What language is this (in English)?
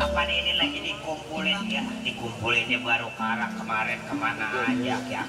Betawi